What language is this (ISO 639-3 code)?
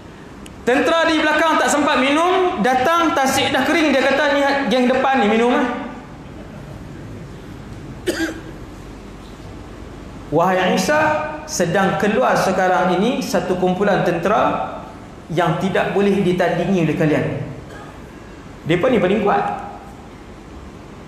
msa